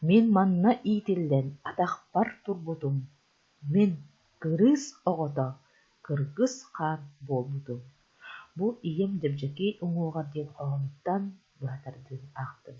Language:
Yakut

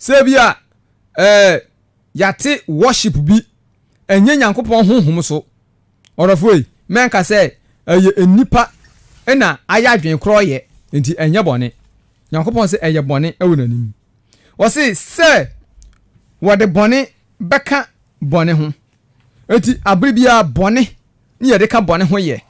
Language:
Akan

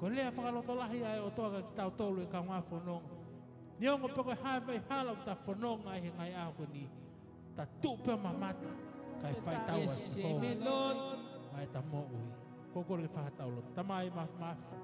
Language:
Tongan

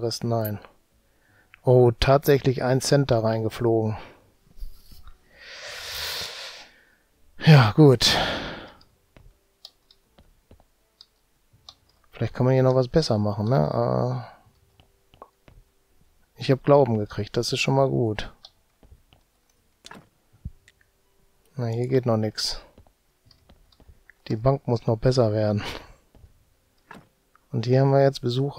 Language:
German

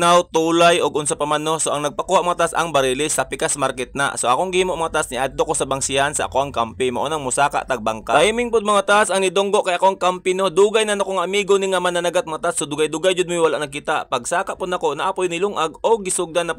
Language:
Cebuano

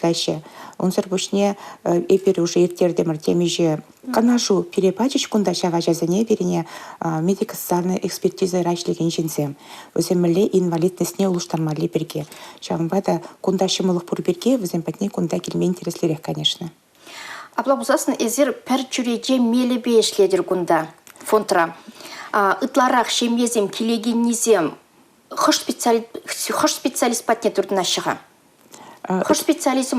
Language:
Chuvash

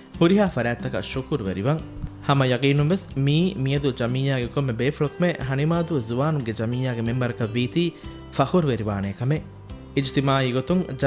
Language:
Divehi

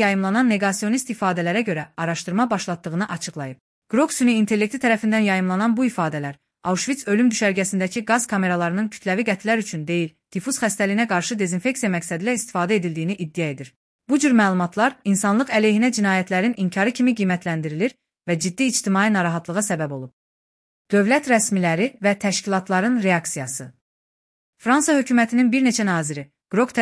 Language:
Azerbaijani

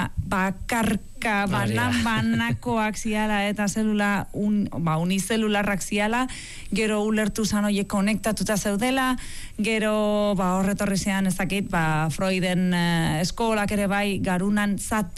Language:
Basque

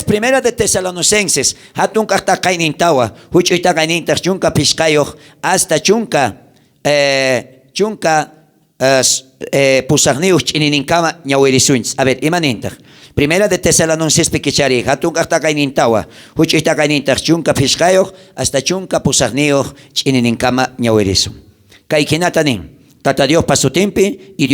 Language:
South Bolivian Quechua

